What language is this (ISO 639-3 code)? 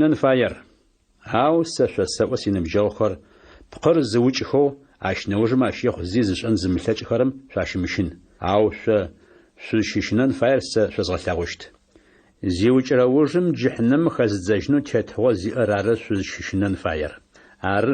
ady